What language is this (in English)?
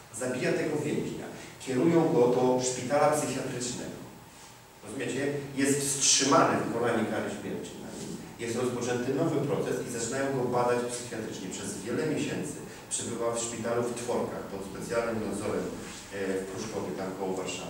Polish